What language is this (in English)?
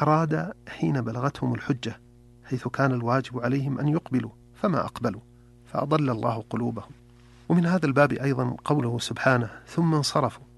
Arabic